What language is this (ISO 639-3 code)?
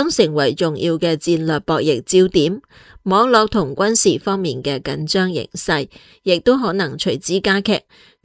yue